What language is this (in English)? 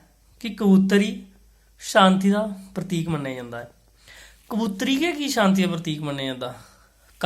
Dogri